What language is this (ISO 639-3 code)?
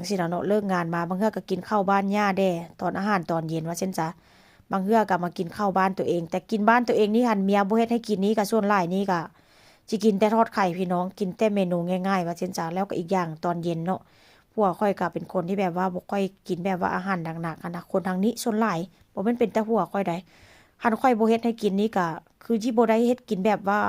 tts